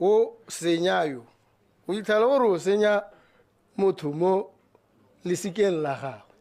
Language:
Tswana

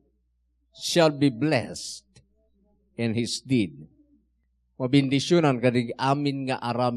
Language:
Iloko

